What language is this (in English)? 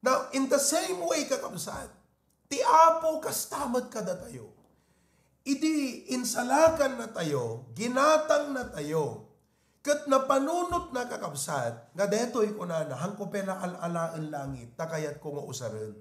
Iloko